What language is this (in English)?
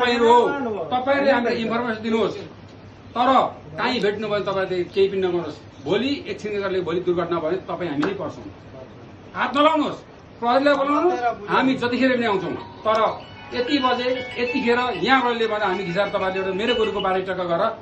Nepali